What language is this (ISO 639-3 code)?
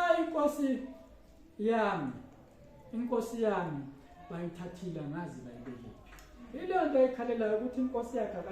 zul